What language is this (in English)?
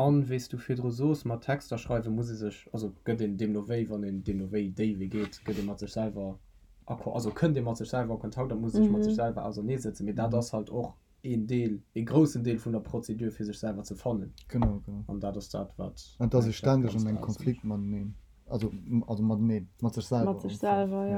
Luxembourgish